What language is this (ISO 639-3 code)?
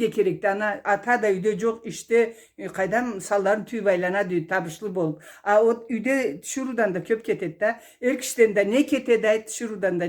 krc